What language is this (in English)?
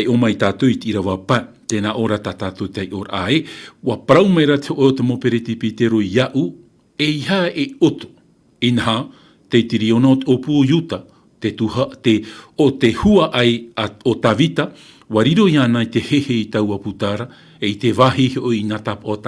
Tahitian